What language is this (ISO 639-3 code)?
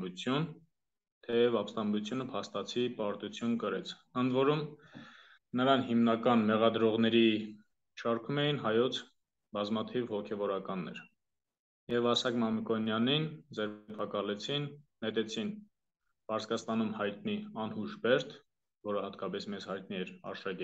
hye